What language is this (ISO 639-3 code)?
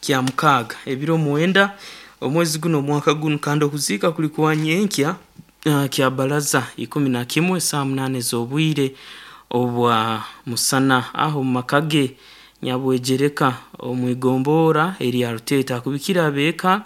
nyn